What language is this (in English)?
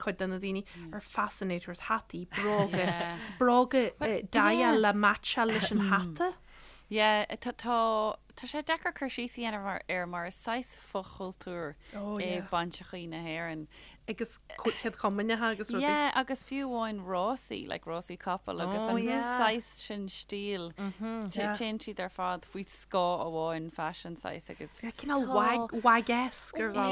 Irish